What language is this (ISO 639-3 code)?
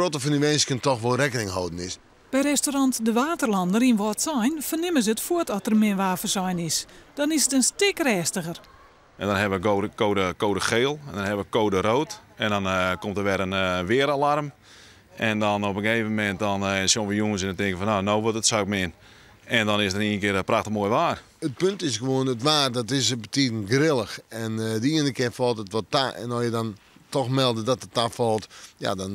fry